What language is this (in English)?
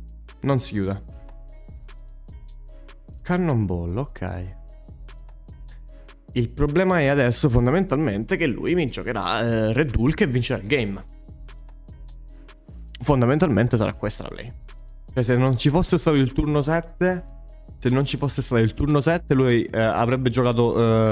Italian